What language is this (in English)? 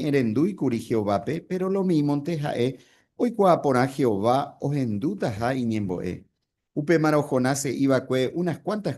Guarani